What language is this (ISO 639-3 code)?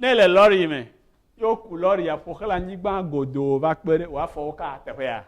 ewe